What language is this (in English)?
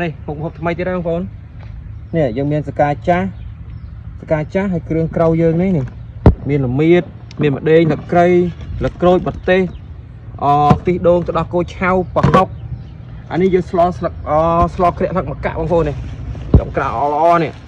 Khmer